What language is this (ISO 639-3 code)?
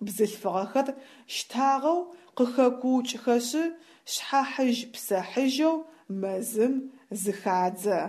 ady